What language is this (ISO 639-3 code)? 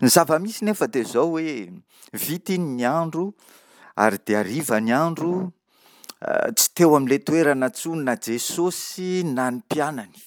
mlg